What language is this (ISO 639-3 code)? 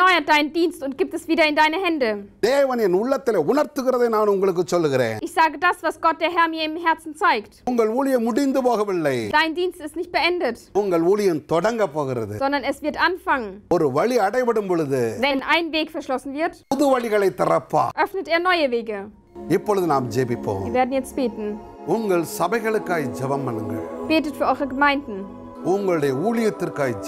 tam